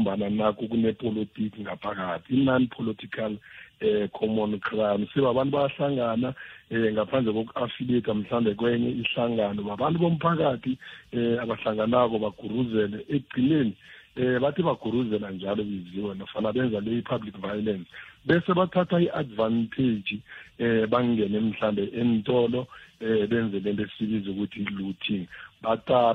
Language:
South Ndebele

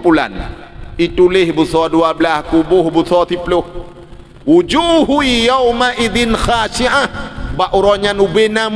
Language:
Achinese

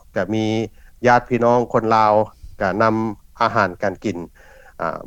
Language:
Lao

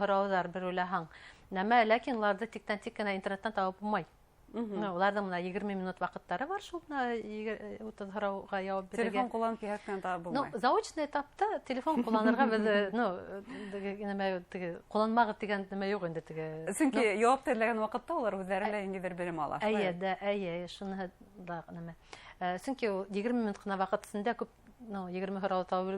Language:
Bashkir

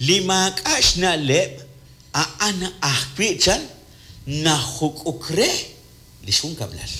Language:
Kekchí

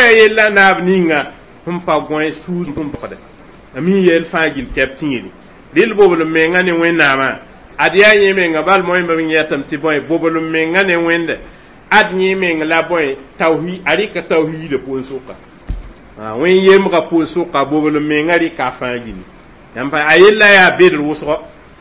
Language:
Mossi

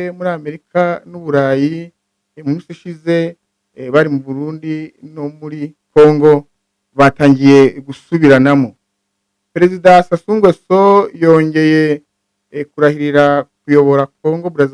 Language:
Kinyarwanda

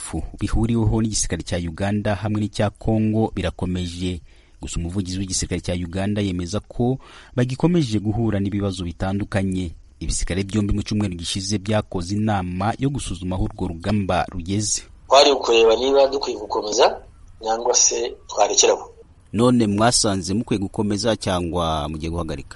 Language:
Kinyarwanda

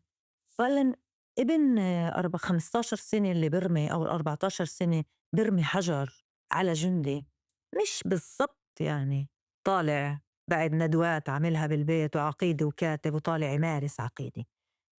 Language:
North Levantine Arabic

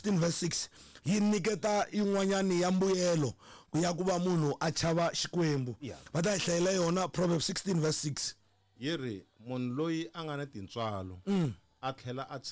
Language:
Tsonga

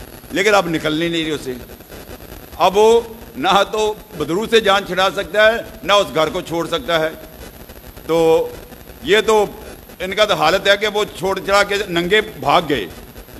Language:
Urdu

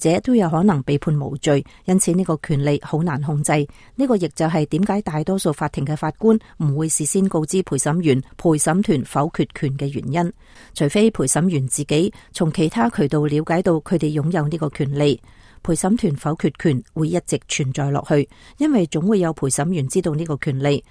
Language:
Cantonese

